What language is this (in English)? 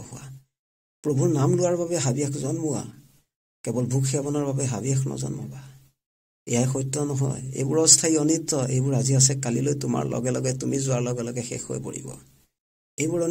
Assamese